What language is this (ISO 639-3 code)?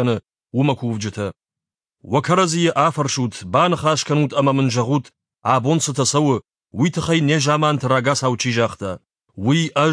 oss